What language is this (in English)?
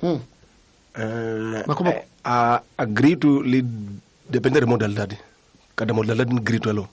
Tsonga